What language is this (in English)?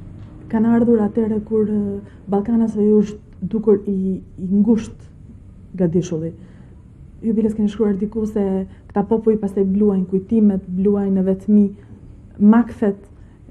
Albanian